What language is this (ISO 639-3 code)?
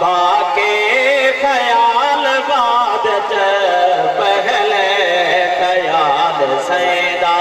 skr